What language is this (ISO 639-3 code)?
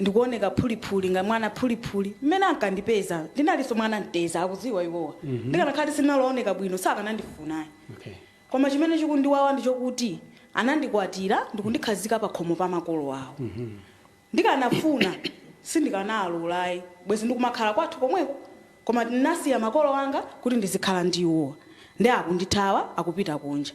nya